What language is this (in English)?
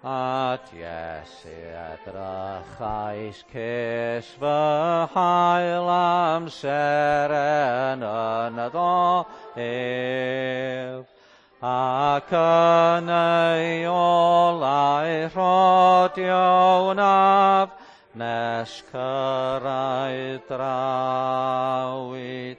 Welsh